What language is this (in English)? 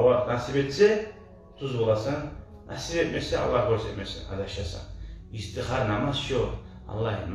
Kumyk